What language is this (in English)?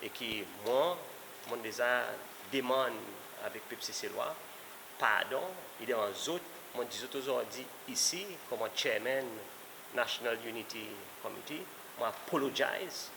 Seselwa Creole French